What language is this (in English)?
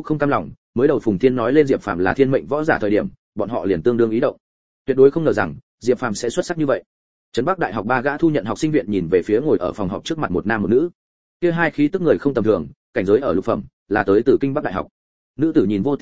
Vietnamese